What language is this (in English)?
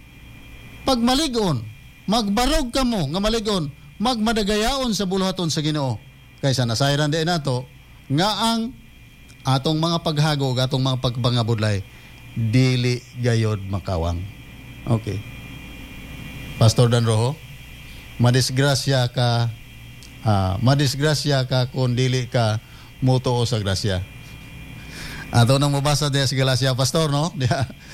Cebuano